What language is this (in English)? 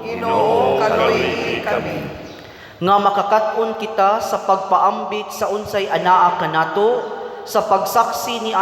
Cebuano